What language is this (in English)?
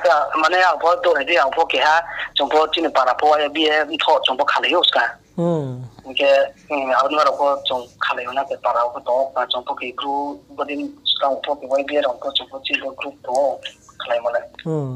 Riang (India)